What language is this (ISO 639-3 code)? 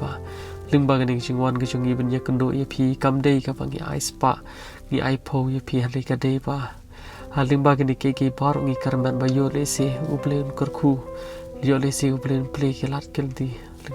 kha